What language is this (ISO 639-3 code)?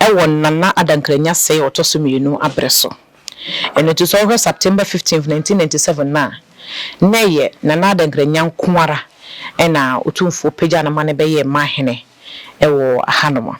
aka